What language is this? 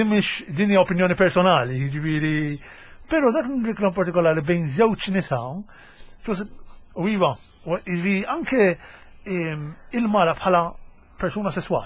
Maltese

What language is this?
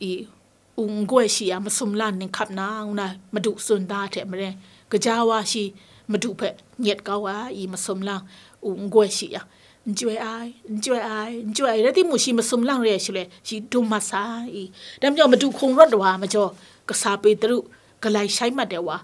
Kachin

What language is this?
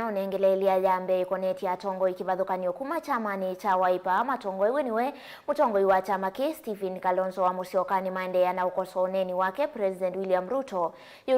Kamba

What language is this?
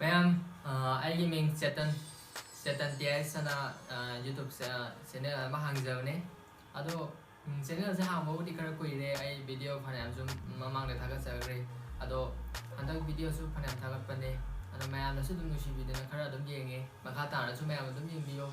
Manipuri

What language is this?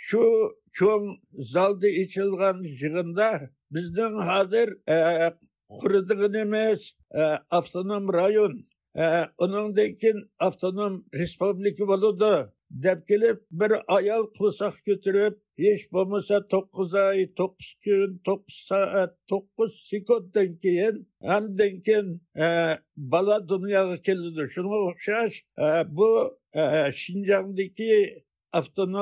Uyghur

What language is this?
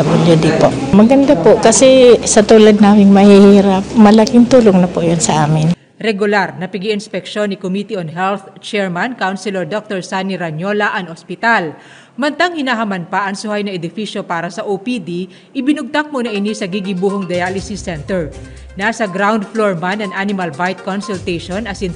Bikol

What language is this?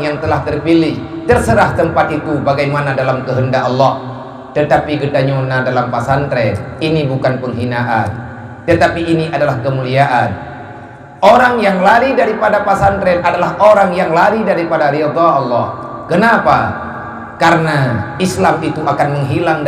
Achinese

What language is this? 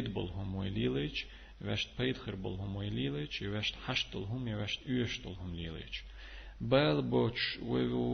Chechen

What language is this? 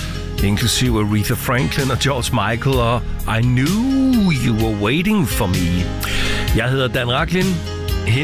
Danish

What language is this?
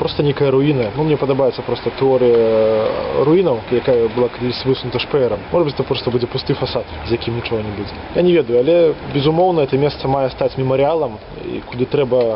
Belarusian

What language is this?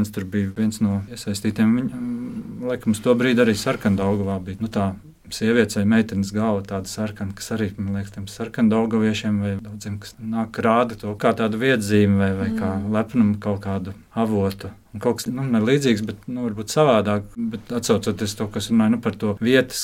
Latvian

